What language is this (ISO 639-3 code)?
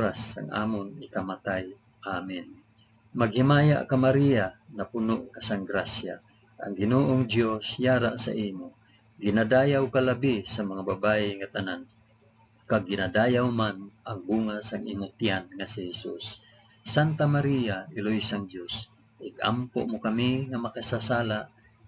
hil